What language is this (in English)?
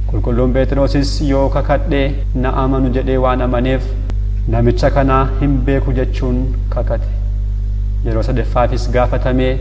Oromo